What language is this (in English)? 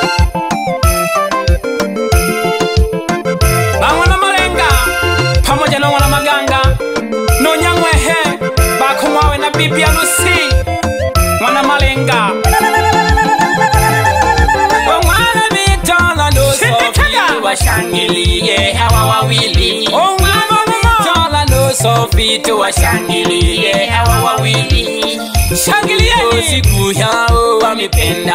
Swahili